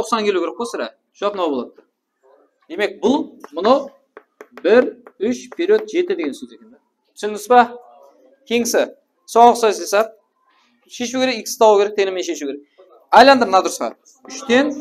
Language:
Kara-Kalpak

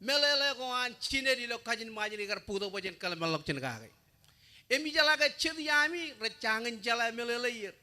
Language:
Marshallese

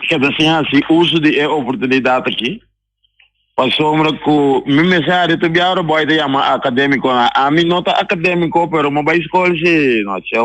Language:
Papiamento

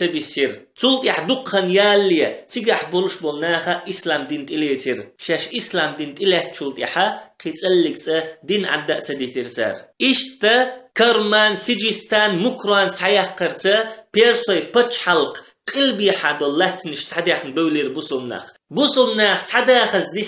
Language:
Chechen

